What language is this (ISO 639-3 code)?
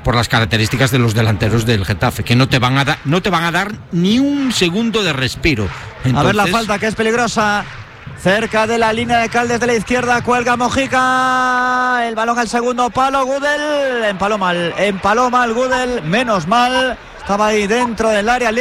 spa